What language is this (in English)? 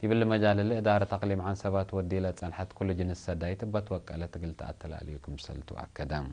Tigre